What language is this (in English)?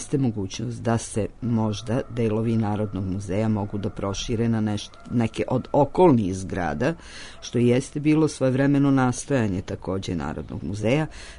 Serbian